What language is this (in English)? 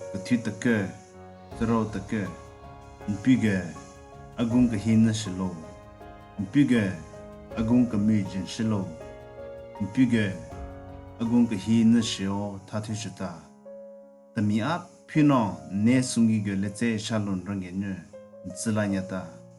Southern Rengma Naga